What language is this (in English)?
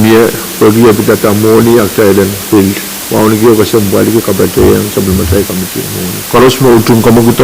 Pohnpeian